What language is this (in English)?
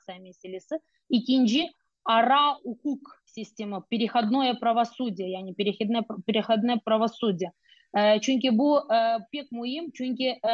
Crimean Tatar